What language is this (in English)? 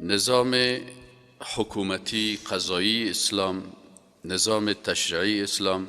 Persian